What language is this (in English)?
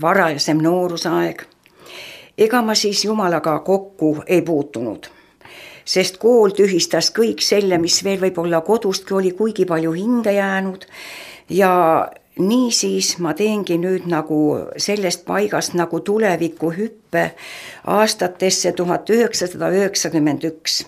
Estonian